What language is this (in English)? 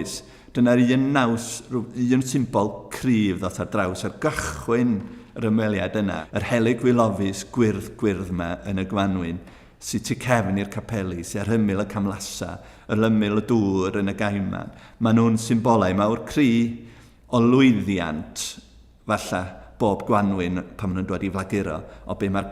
Welsh